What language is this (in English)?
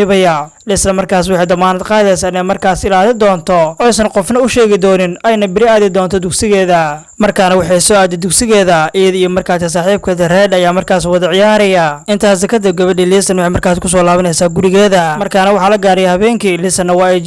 Somali